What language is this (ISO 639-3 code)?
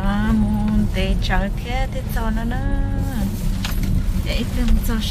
vie